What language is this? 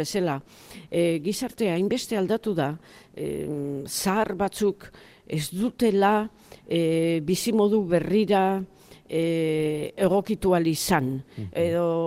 Basque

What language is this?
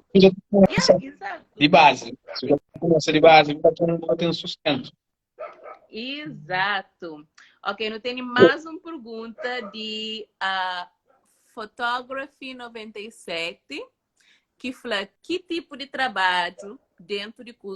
Kabuverdianu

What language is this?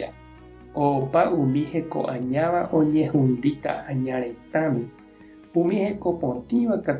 Guarani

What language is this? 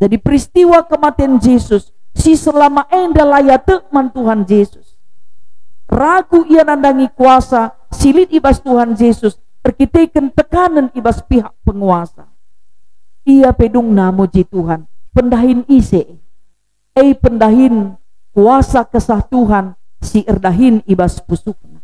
Batak Karo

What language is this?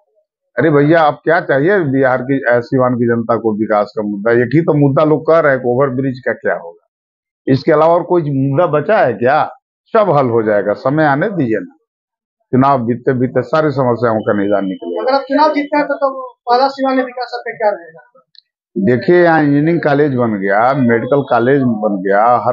Hindi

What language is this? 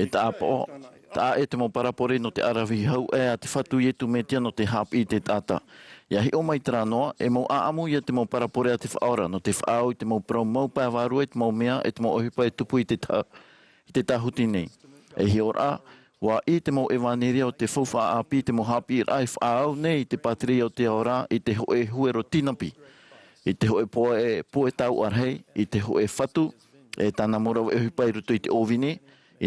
Tahitian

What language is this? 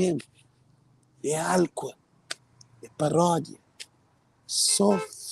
Kabuverdianu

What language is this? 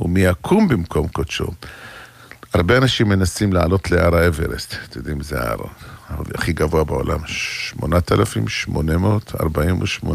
Hebrew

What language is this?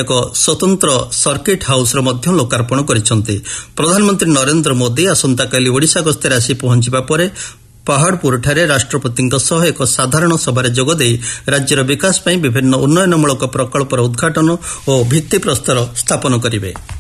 Odia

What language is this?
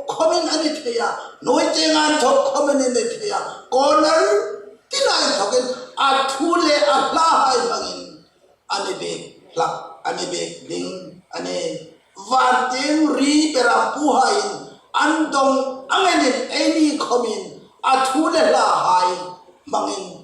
Hmar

